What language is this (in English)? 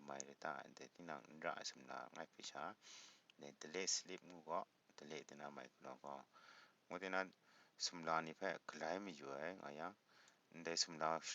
Kachin